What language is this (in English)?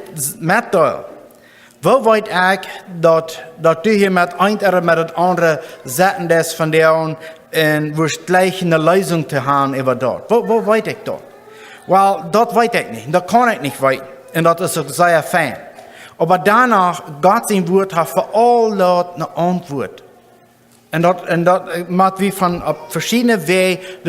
Plautdietsch